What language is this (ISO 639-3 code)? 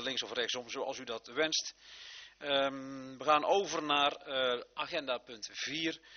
nld